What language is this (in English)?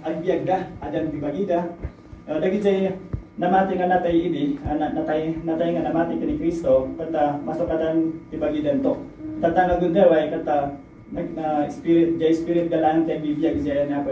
Iloko